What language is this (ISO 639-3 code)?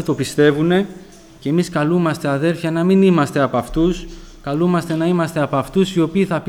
ell